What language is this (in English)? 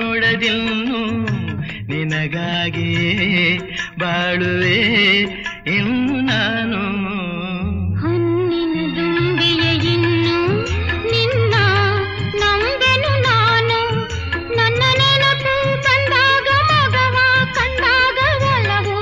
Kannada